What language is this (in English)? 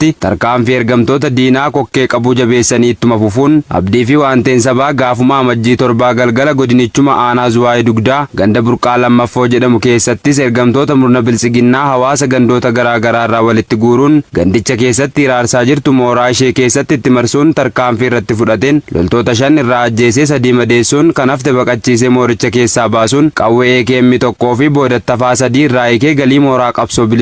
Oromo